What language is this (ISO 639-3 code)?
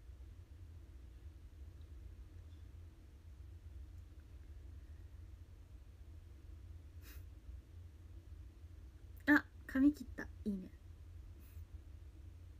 jpn